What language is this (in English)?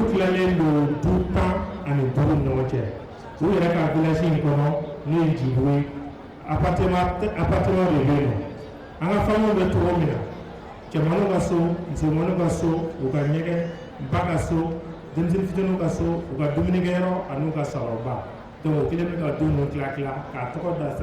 Bambara